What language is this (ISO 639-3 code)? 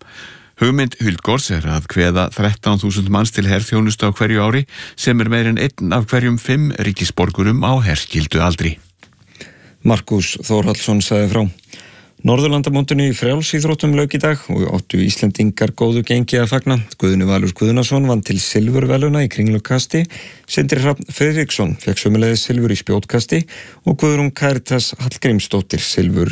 isl